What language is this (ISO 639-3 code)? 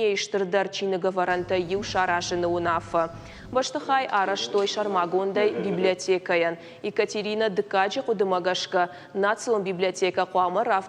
oss